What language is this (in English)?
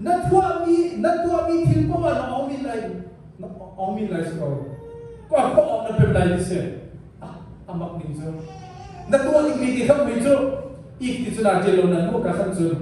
Hakha Chin